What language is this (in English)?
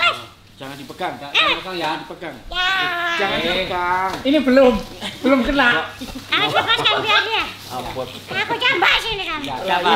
Indonesian